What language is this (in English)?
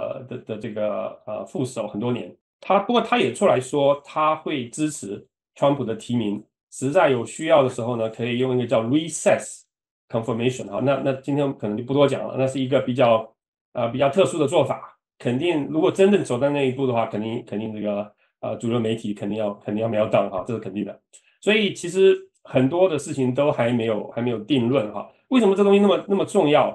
Chinese